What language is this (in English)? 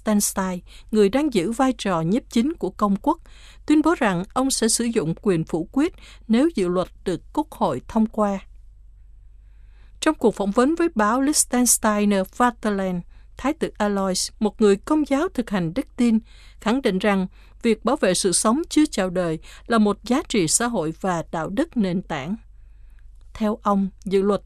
Vietnamese